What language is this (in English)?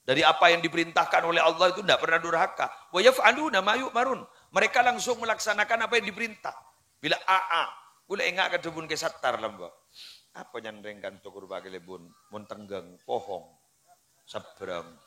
Madurese